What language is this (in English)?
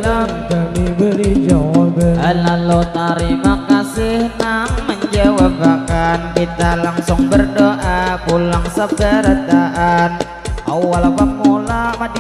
Banjar